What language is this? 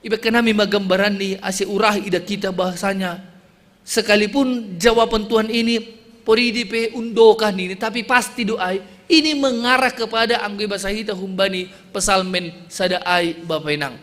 Batak Simalungun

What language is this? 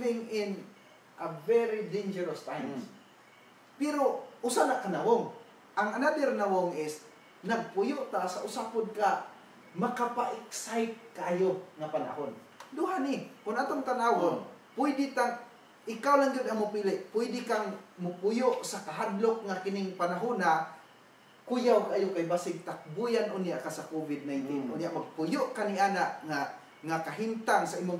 Cebuano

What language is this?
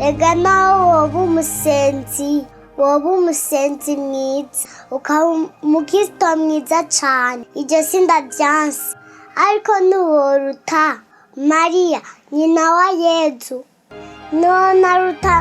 Rundi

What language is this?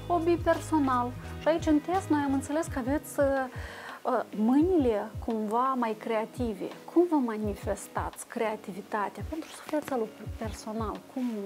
Romanian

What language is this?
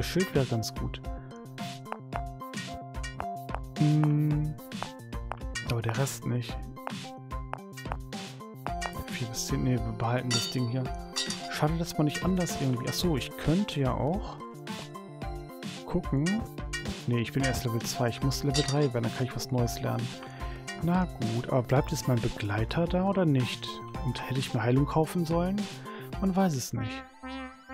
German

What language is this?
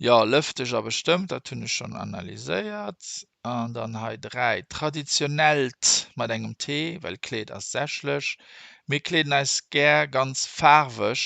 Luxembourgish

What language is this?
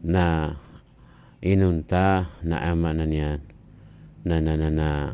Maranao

